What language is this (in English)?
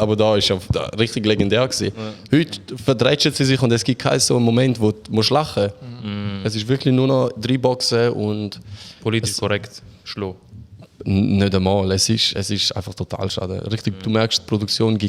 Swiss German